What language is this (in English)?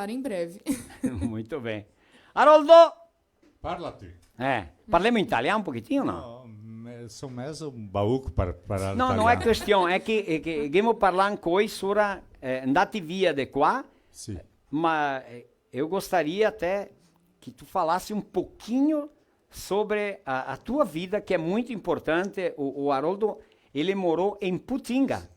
Venetian